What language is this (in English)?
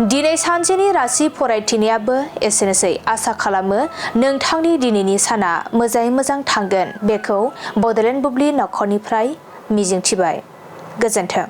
Bodo